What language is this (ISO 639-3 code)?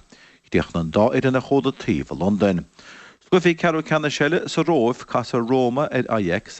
gle